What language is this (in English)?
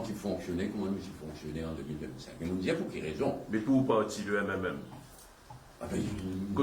Morisyen